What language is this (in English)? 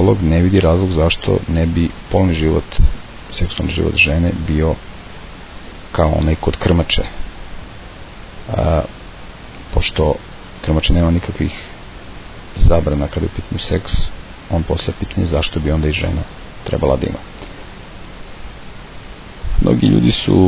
Serbian